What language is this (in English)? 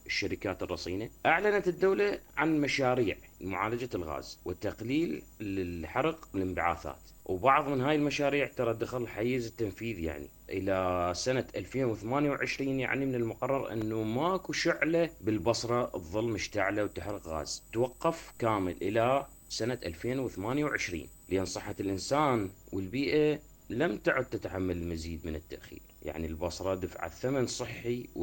Mesopotamian Arabic